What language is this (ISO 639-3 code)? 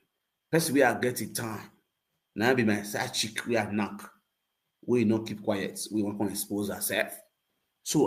pcm